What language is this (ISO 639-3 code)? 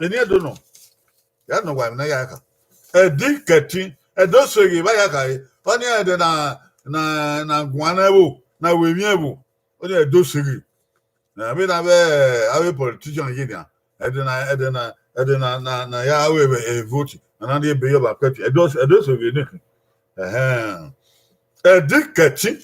bin